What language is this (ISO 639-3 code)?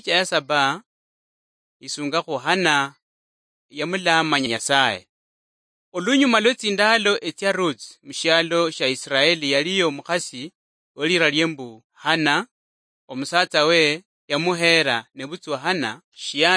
luy